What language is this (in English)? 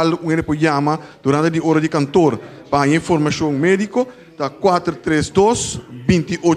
Papiamento